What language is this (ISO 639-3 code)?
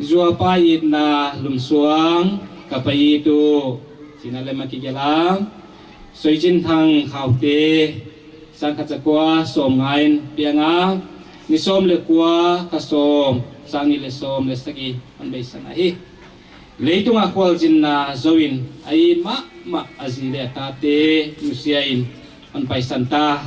pck